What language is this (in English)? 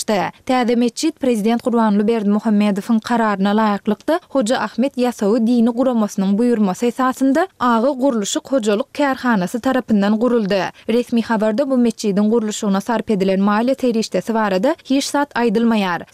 Turkmen